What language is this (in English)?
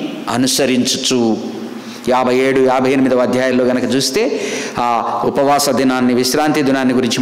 Telugu